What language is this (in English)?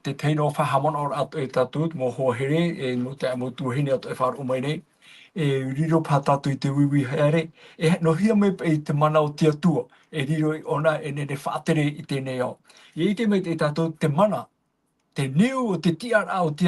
Tahitian